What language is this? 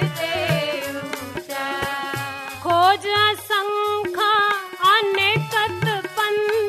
Punjabi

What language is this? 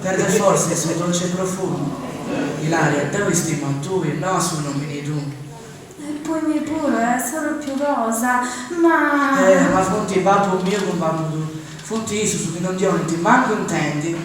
Sardinian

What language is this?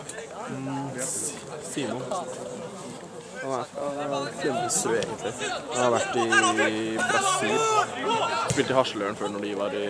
Norwegian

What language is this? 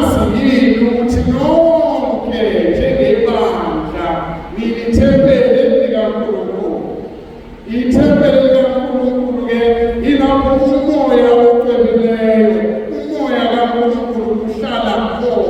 Zulu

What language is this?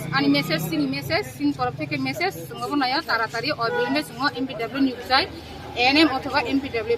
Riang (India)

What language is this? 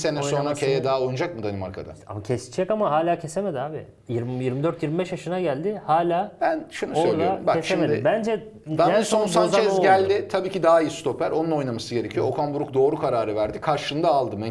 Turkish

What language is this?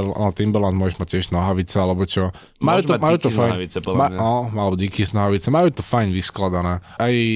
Slovak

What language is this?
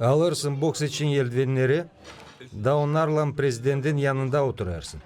Gagauz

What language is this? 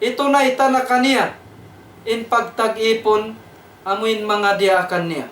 Tausug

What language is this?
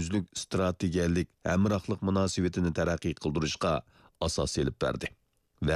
Uyghur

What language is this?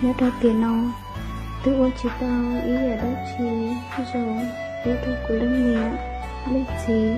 Hmong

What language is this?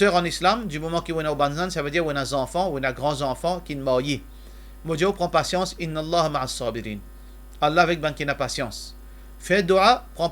Morisyen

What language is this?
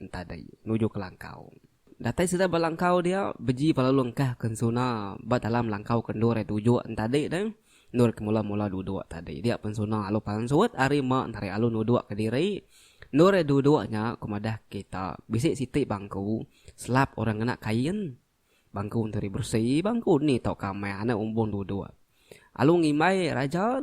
Iban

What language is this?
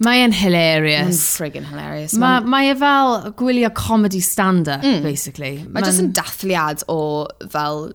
Welsh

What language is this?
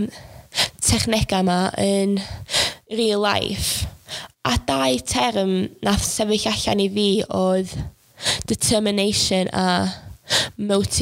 Welsh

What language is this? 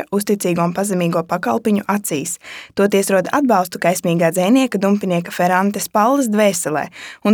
Latvian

